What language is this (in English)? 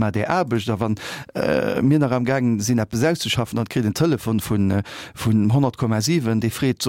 Luxembourgish